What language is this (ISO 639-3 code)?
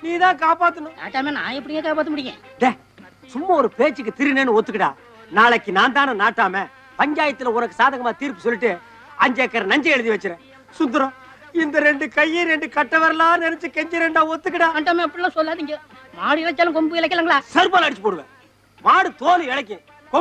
tam